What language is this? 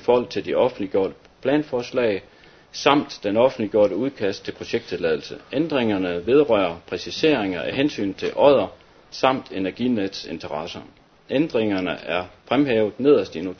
Danish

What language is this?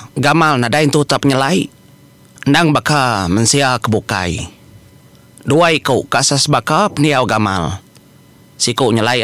Iban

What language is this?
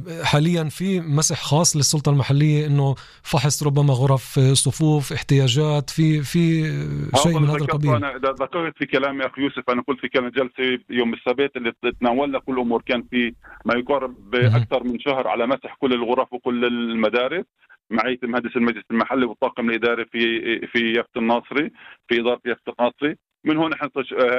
North Levantine Arabic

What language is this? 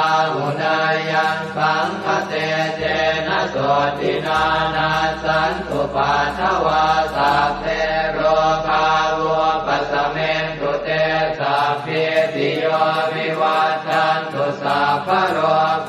Pali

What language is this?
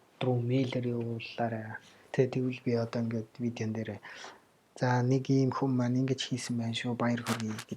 Mongolian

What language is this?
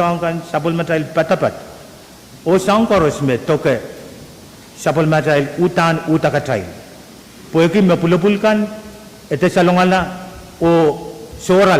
Pohnpeian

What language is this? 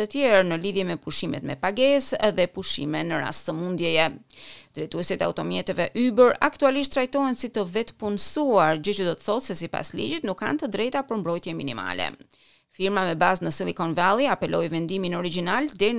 Albanian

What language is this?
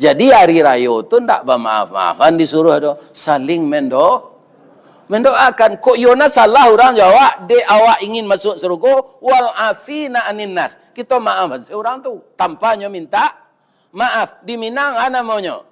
Minangkabau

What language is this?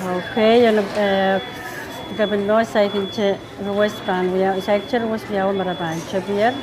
Pohnpeian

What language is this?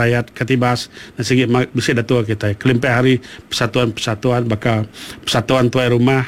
Iban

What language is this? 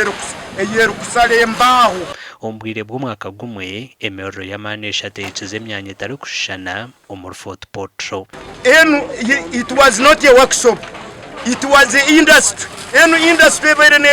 Nyankole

